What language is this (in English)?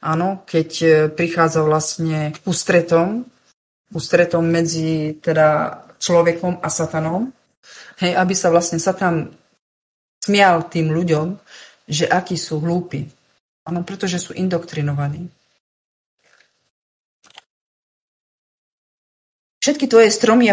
Slovak